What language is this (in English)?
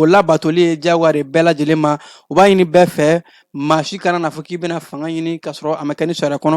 Bambara